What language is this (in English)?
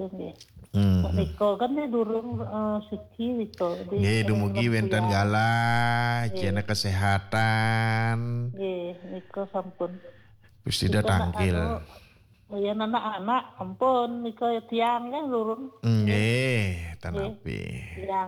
Balinese